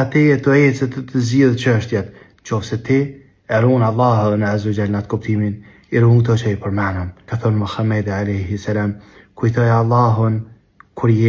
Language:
Albanian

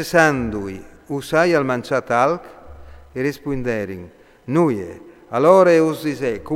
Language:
Friulian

